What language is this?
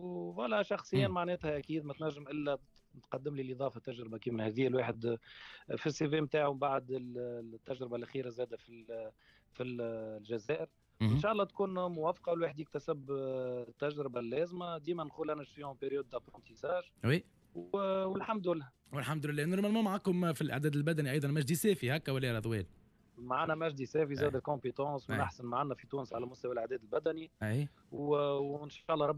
Tunisian Arabic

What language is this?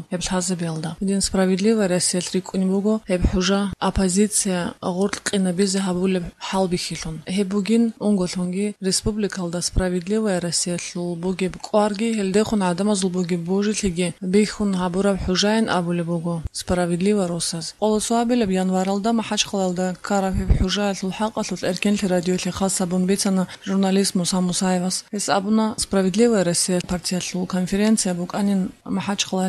Avaric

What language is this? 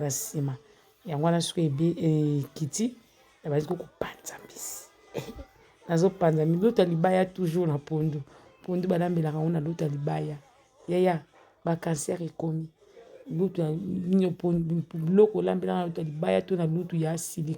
Lingala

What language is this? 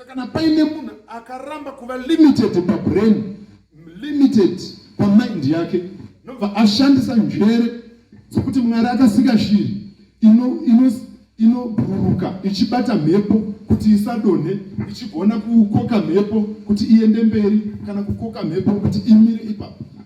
Shona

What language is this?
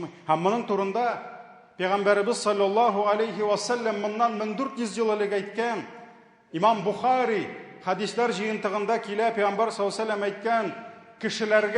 Tatar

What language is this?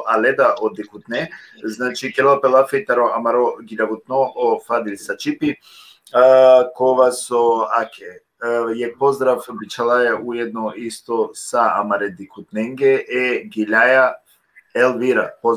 Balkan Romani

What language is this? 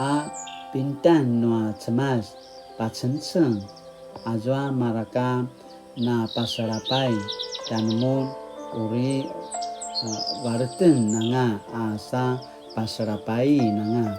Paiwan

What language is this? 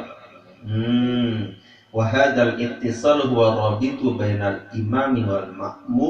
Sasak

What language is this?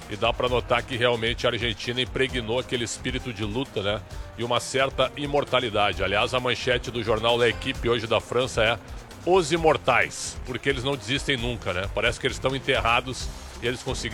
Portuguese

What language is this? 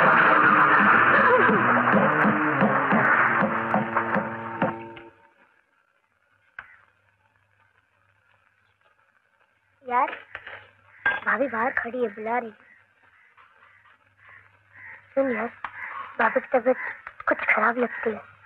Hindi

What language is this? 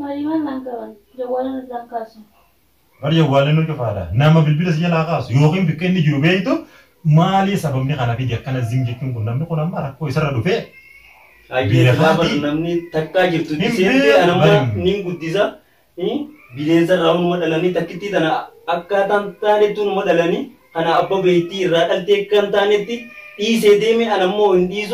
Oromo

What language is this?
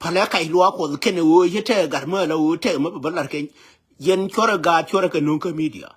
Nuer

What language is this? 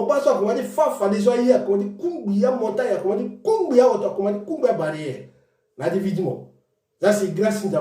Sango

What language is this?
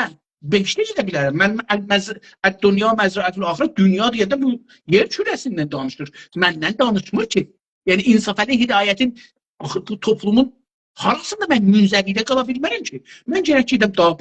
South Azerbaijani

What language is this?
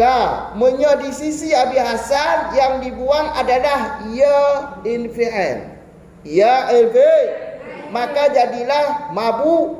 Achinese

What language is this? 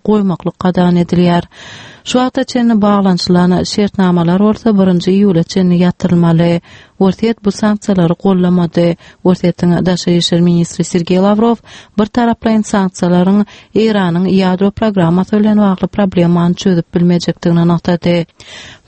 Turkmen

